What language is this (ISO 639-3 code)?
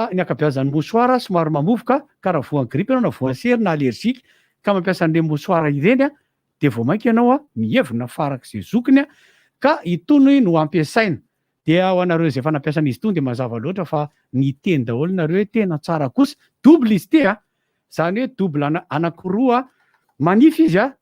mlg